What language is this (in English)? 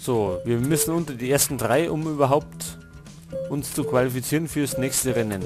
Bavarian